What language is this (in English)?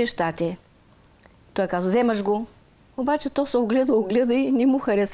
Bulgarian